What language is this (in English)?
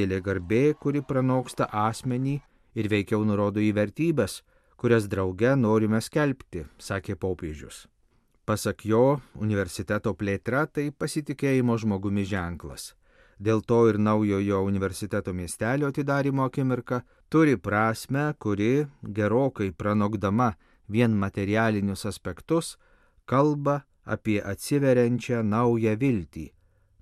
Lithuanian